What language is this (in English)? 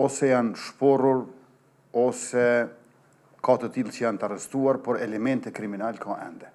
Albanian